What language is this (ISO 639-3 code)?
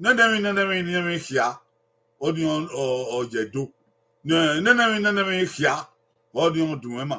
bin